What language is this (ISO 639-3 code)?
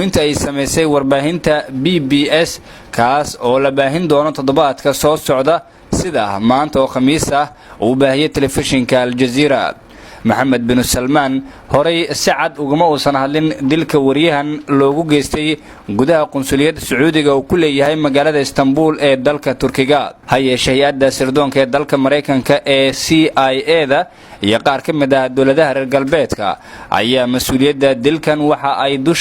som